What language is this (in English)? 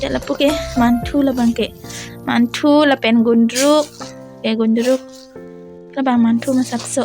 Karbi